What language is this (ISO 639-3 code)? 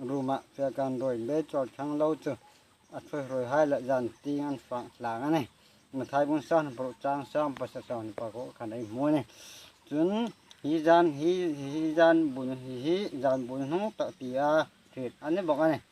hmr